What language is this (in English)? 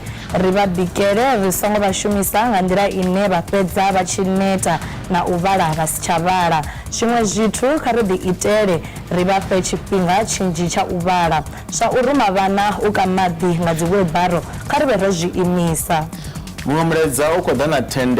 Venda